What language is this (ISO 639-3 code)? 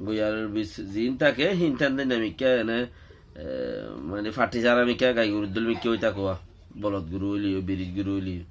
rhg